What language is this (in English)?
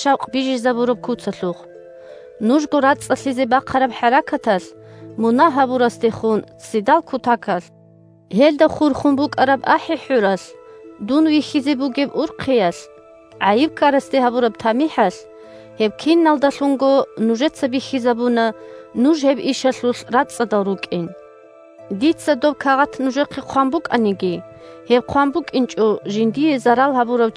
Avaric